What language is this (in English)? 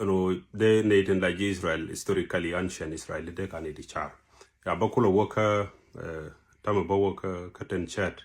Nuer